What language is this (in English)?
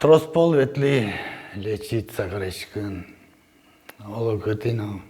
Udmurt